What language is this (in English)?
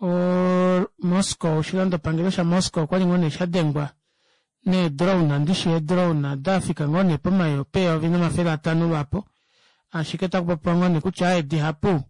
Kuanyama